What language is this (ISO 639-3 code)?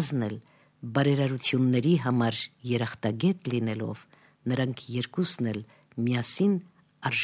hye